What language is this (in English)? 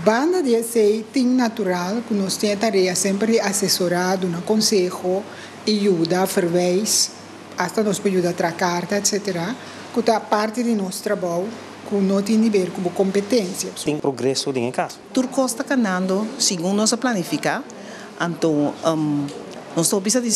Papiamento